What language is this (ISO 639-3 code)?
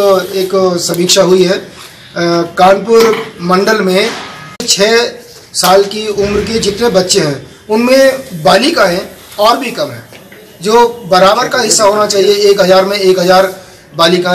hin